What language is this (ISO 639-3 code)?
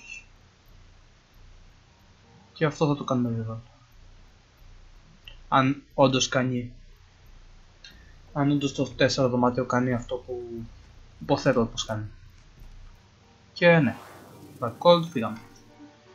ell